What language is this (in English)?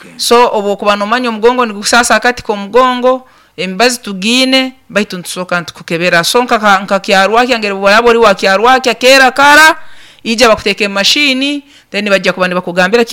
Nyankole